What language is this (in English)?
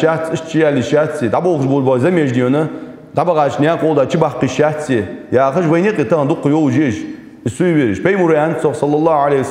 Ingush